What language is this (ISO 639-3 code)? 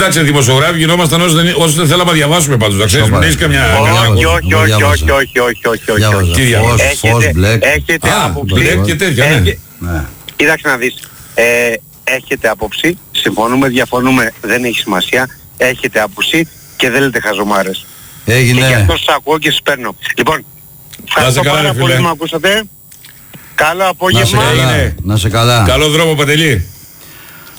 ell